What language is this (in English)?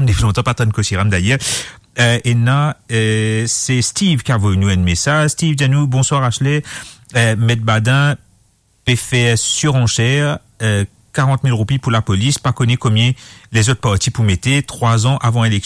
Morisyen